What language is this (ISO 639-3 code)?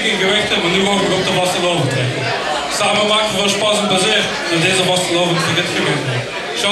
lim